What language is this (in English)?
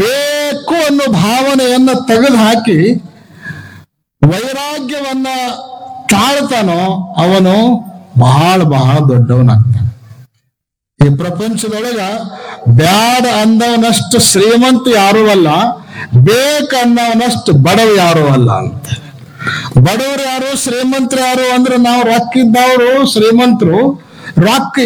Kannada